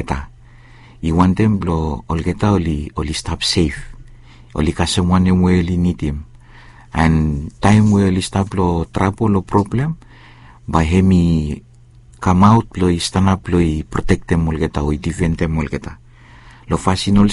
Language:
Bislama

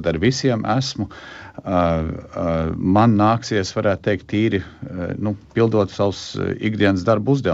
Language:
Latvian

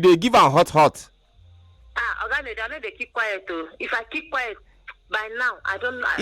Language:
Nigerian Pidgin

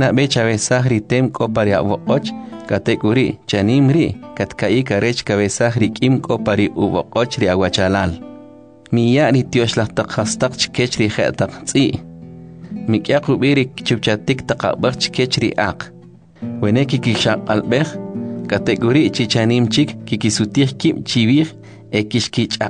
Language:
Kʼicheʼ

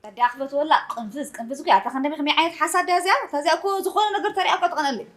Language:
Tigrinya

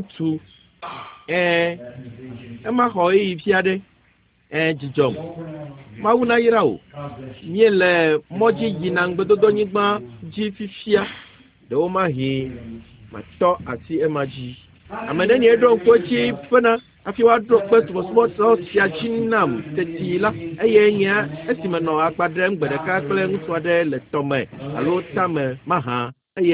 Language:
Ewe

